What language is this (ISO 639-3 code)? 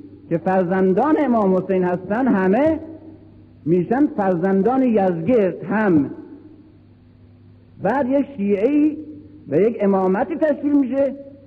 fas